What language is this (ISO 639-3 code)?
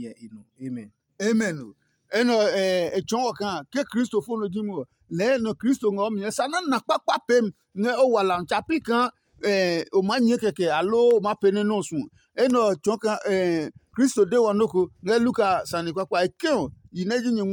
ada